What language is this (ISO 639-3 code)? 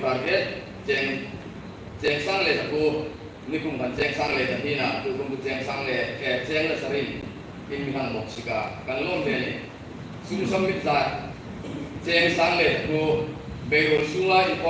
hmr